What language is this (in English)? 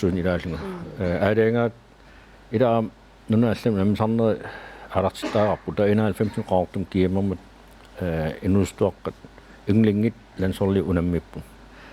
Kalaallisut